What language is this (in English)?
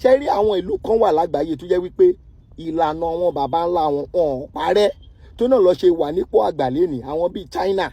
Yoruba